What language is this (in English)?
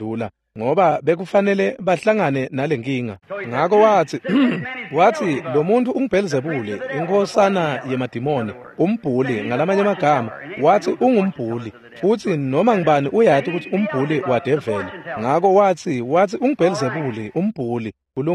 Swati